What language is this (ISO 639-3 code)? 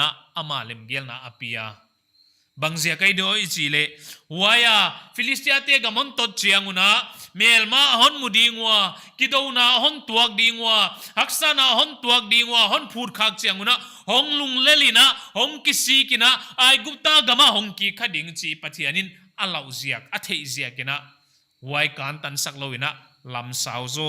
pck